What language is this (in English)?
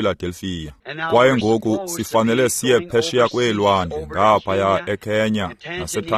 Xhosa